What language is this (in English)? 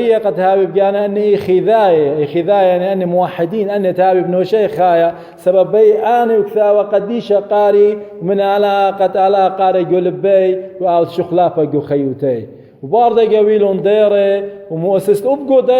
Assyrian Neo-Aramaic